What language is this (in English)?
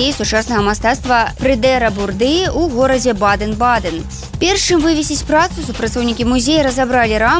Belarusian